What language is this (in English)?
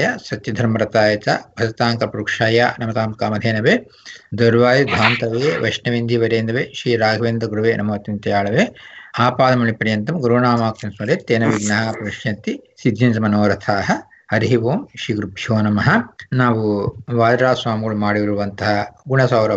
Kannada